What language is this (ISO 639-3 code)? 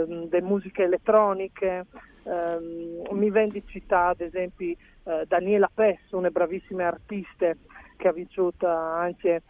fur